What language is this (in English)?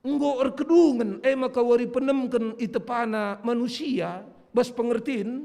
Batak Karo